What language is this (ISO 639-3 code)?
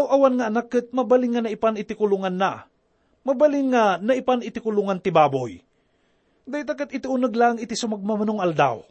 ilo